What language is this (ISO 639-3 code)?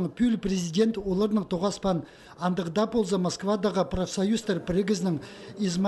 kjh